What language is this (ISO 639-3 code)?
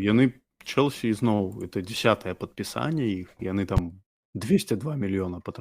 bel